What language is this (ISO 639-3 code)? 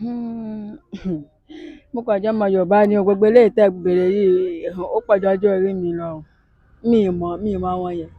yor